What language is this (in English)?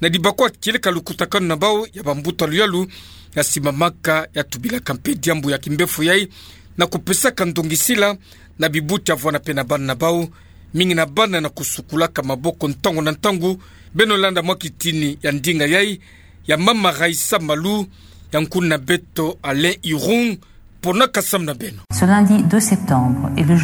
Kituba (Democratic Republic of Congo)